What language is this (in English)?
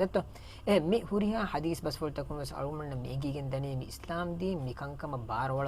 Divehi